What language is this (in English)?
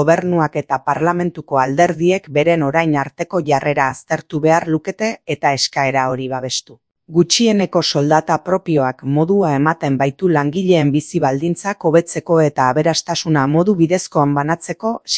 Basque